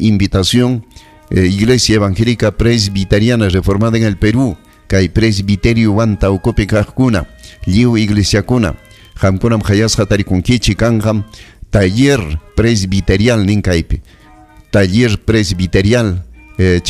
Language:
Ayacucho Quechua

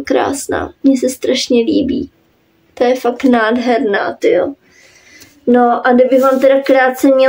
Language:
Czech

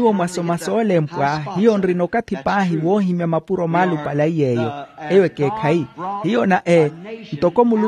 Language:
Makhuwa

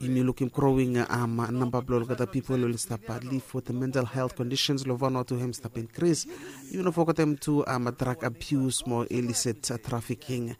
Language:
Bislama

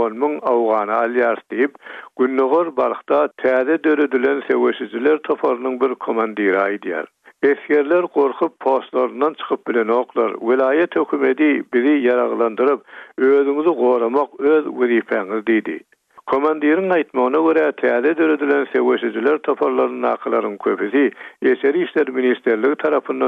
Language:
Turkmen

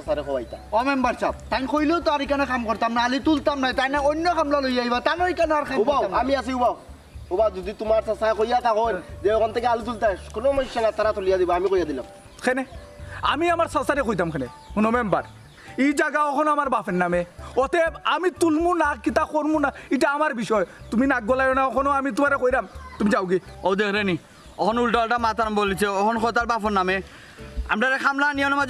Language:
Sylheti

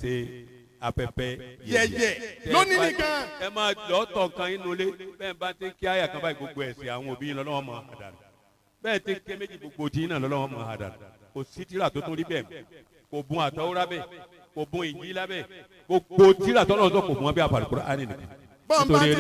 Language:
Yoruba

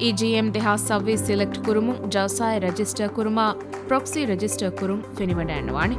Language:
Divehi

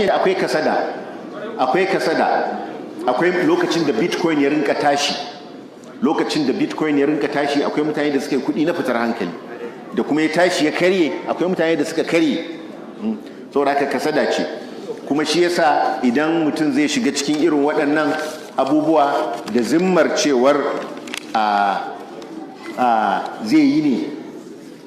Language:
Hausa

